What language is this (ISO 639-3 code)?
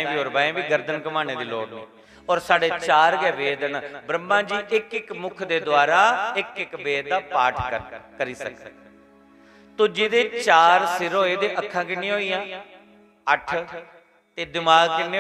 doi